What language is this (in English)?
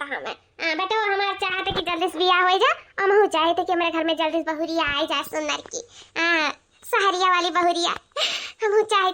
Awadhi